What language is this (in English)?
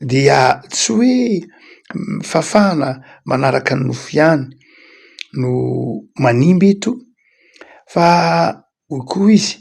Malagasy